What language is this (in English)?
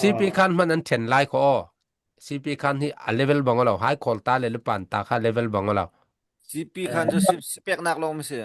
Falam Chin